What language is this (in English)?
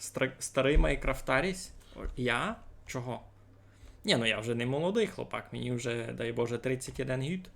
Rusyn